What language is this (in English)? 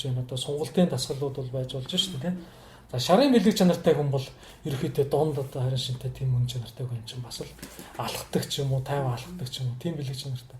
Mongolian